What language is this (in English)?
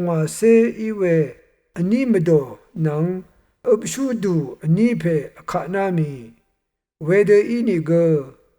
Rawang